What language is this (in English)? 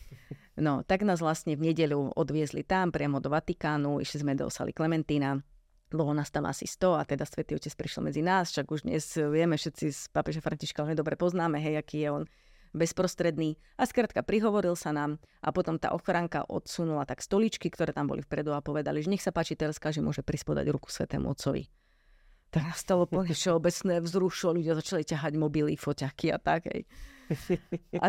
Slovak